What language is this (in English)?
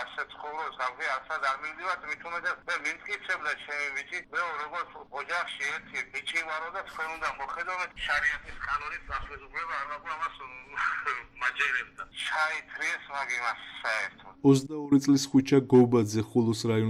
Georgian